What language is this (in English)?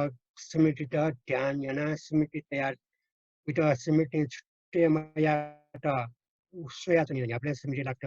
Newari